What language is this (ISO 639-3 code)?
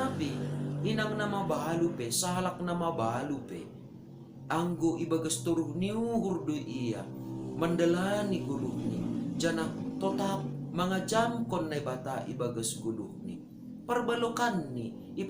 bts